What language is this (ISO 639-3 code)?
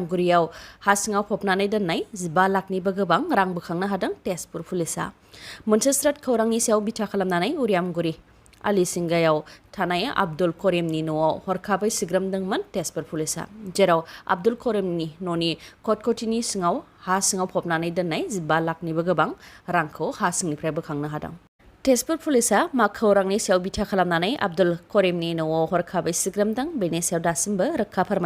brx